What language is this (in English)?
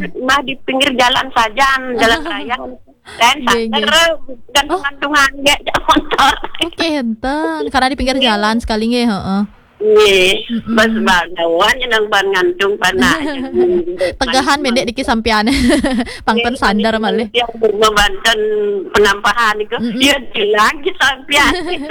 Balinese